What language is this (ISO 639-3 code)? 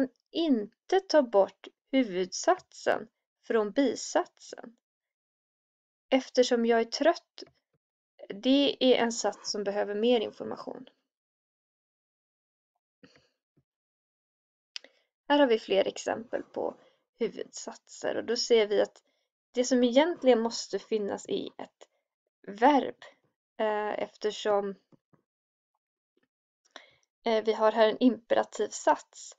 swe